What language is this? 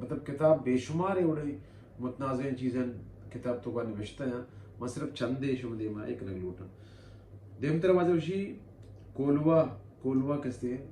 Baluchi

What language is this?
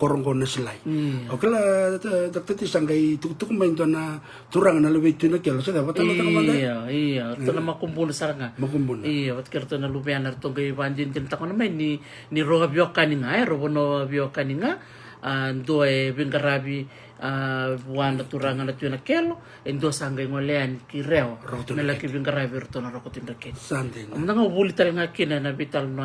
Fijian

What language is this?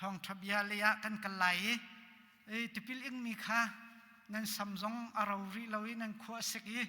Hakha Chin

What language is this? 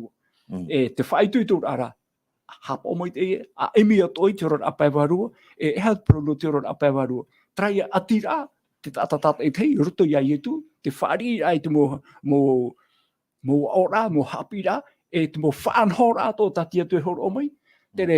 Tahitian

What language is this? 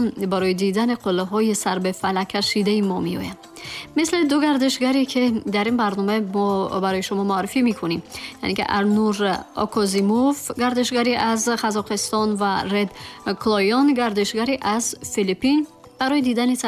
Tajik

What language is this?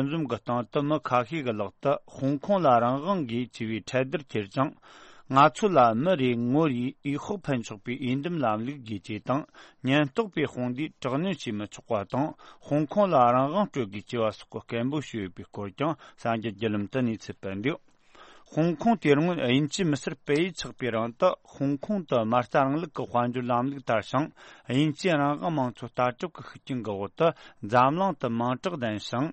Tibetan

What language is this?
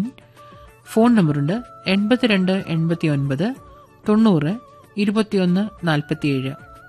Malayalam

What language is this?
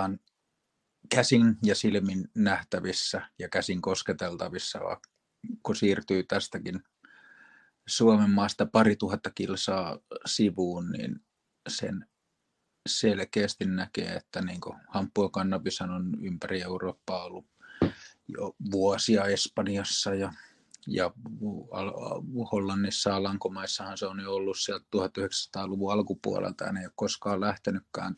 Finnish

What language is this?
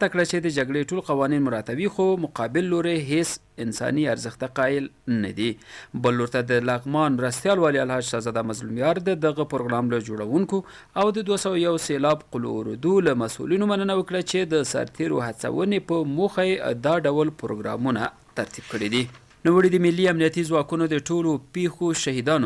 Pashto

